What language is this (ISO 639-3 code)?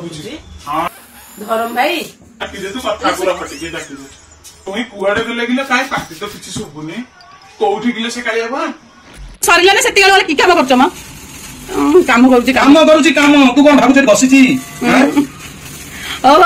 ori